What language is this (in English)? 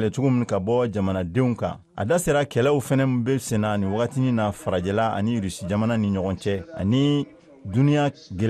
Bambara